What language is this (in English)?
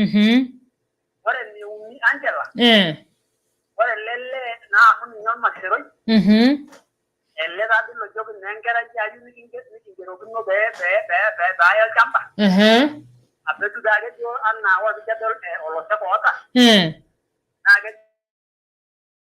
Masai